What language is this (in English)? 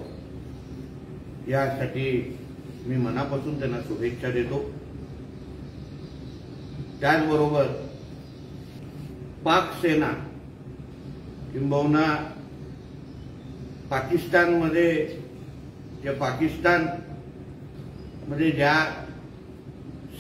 Marathi